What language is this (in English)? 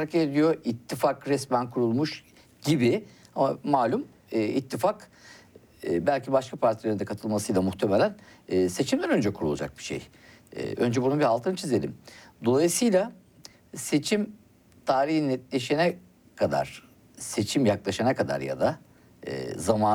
Turkish